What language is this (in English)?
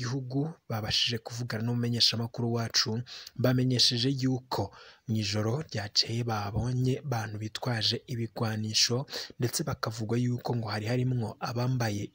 Rundi